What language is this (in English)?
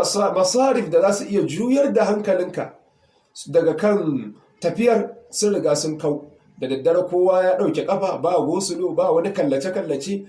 Hausa